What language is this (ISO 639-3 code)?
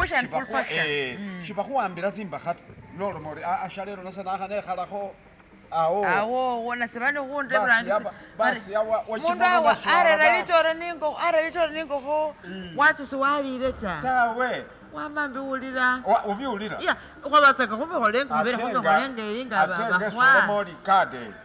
myx